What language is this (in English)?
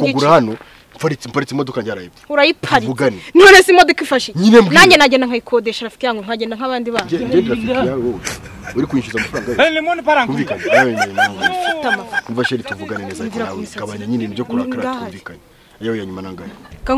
Kinyarwanda